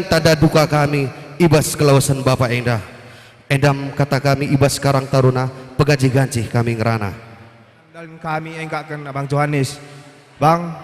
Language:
Batak Karo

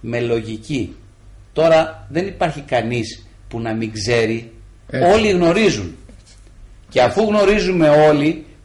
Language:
Greek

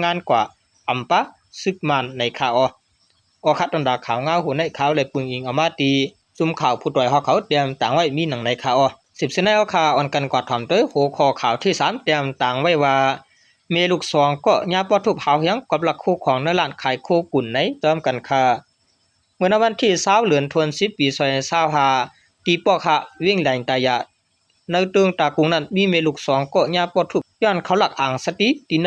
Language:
Shan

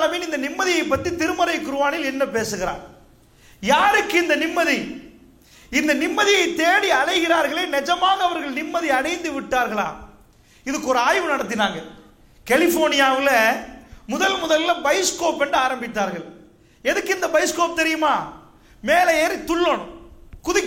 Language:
Tamil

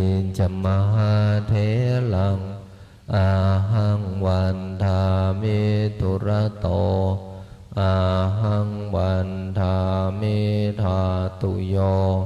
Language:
Pali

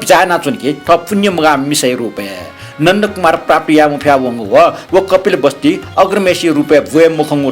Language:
Newari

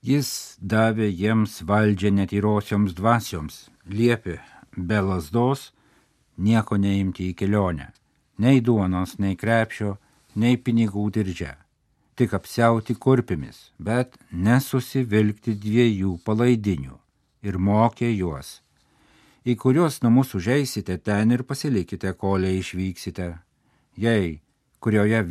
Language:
Lithuanian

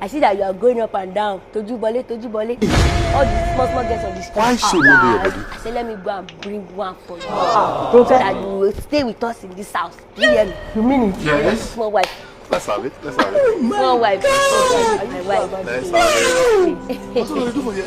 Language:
Nigerian Pidgin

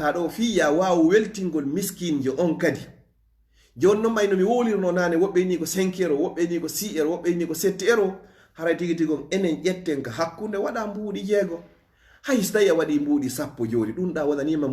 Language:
Fula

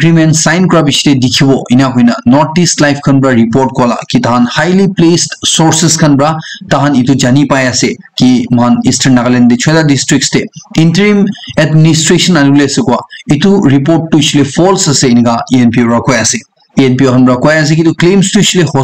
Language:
Naga Pidgin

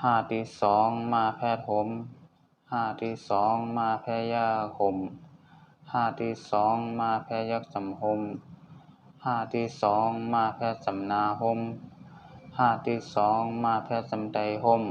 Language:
Shan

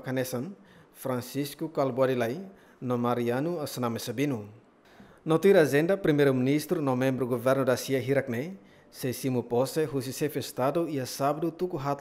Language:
Tetum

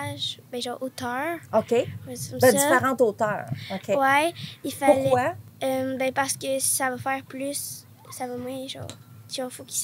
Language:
French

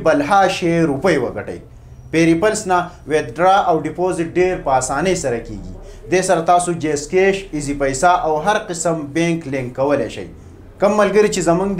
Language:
Pashto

